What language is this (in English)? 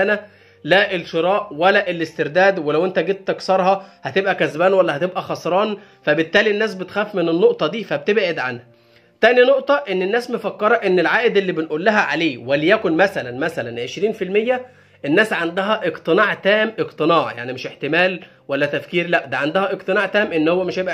Egyptian Arabic